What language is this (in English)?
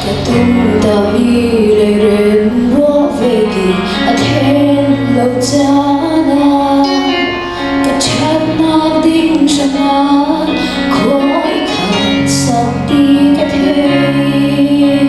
Falam Chin